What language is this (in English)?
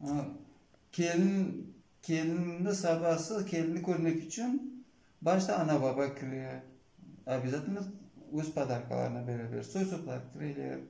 Crimean Tatar